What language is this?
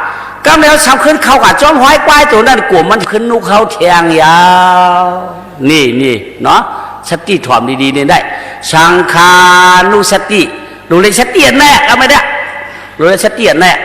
Shan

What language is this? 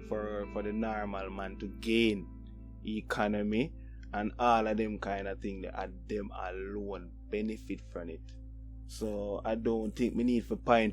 Jamaican Creole English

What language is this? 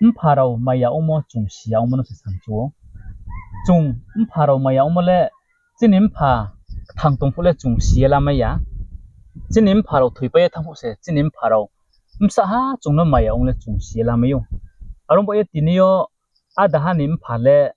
Riang (India)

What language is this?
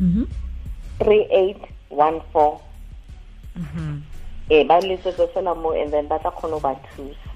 Tswana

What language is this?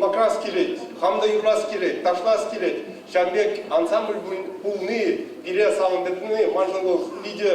Chuvash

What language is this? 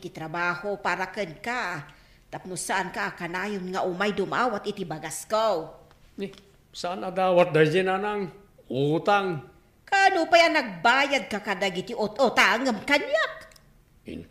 Iloko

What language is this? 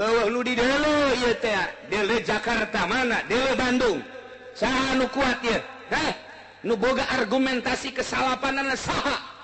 Sundanese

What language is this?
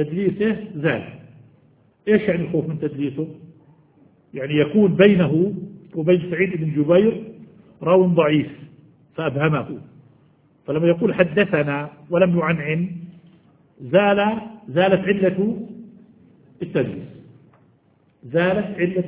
Arabic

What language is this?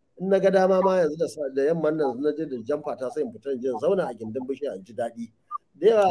Hausa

